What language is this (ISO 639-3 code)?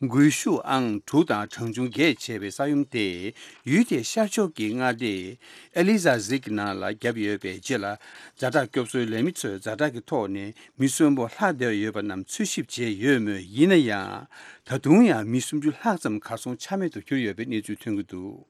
bod